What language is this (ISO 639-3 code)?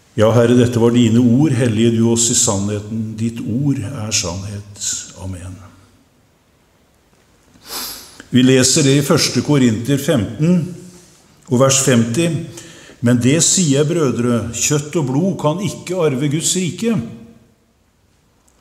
nor